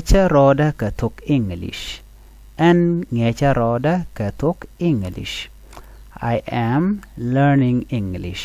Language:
Nuer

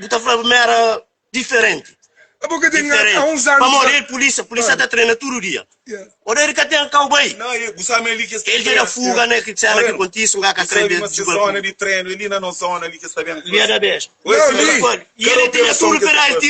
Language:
Kabuverdianu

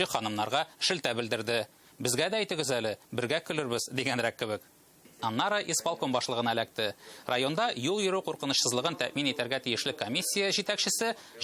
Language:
Tatar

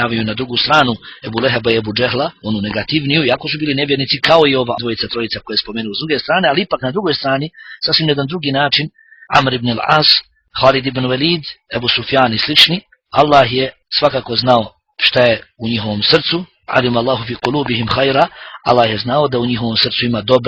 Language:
Bosnian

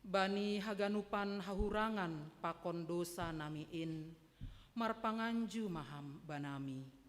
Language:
Batak Simalungun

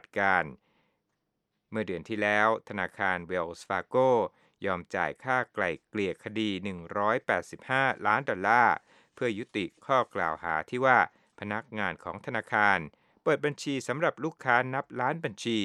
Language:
Thai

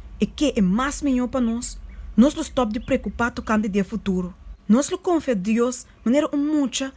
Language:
Papiamento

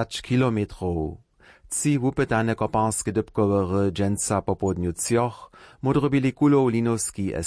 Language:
Upper Sorbian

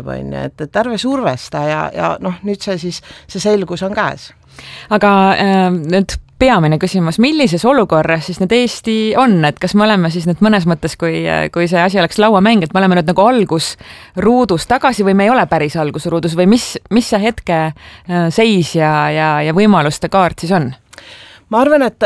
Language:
Estonian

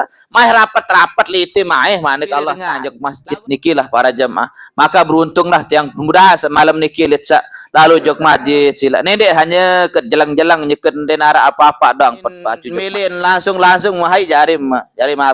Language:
Sasak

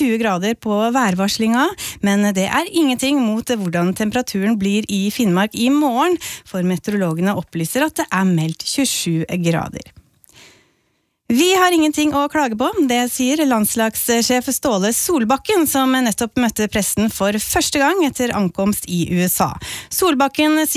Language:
Norwegian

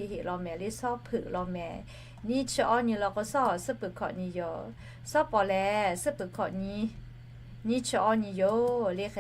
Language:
Lahu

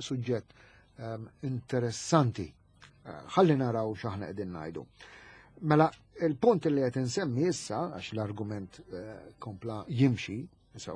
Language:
Maltese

